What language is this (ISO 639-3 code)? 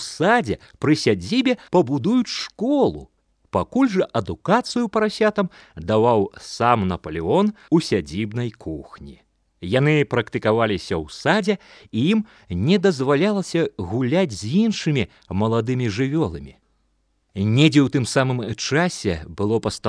bel